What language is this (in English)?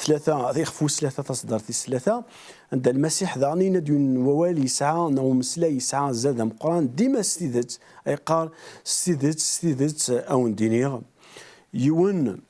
Kabyle